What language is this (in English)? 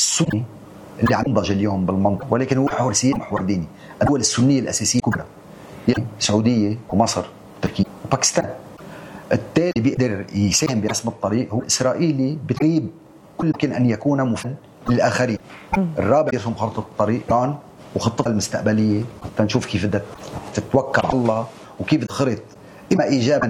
North Levantine Arabic